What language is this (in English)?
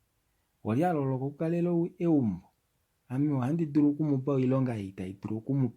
Kuanyama